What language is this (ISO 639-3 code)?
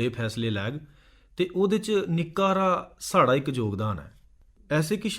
doi